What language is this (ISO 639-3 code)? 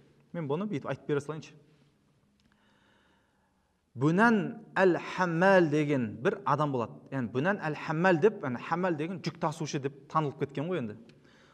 kaz